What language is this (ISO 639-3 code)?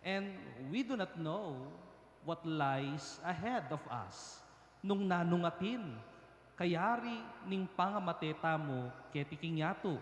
pam